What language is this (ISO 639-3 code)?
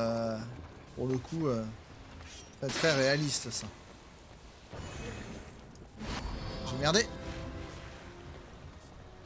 fra